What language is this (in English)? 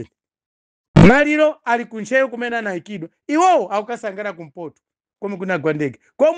Nyanja